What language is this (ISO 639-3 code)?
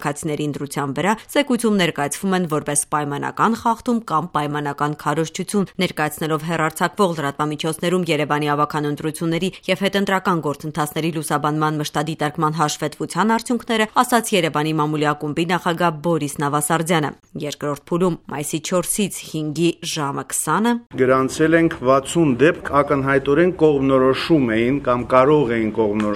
hye